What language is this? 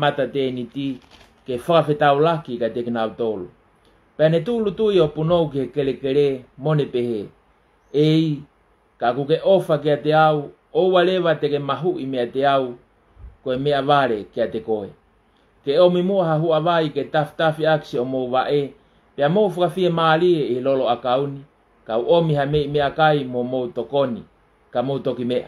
Tongan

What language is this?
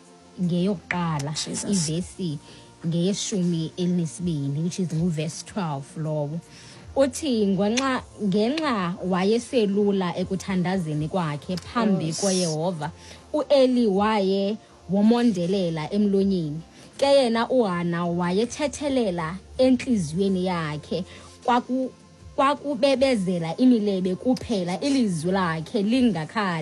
Xhosa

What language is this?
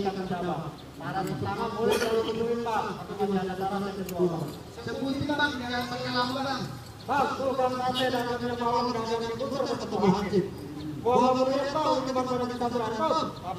Betawi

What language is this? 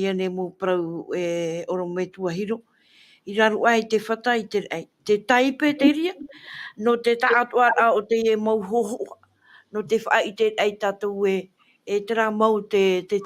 Tahitian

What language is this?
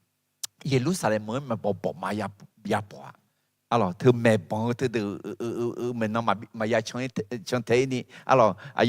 Akha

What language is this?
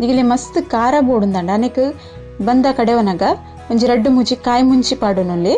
Tulu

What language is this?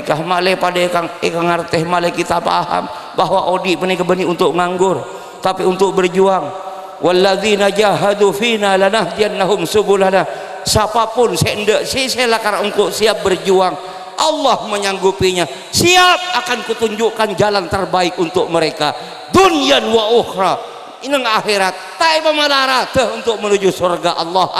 Madurese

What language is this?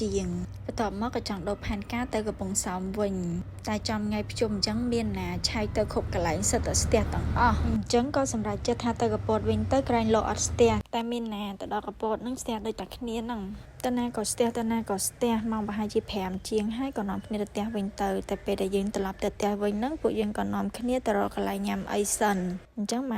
Khmer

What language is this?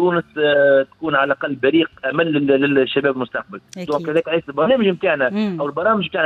Tunisian Arabic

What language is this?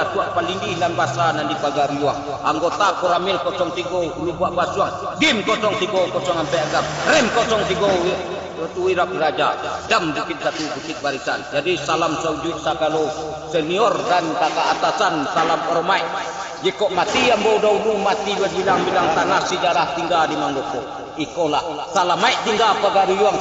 Minangkabau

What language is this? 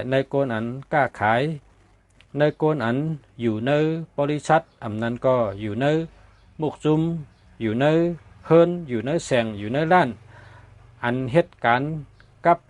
Shan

